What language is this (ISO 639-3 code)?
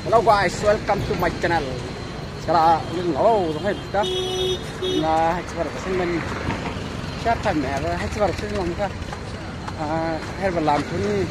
dis